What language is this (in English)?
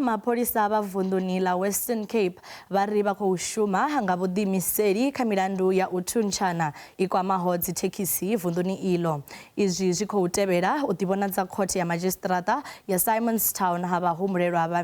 Venda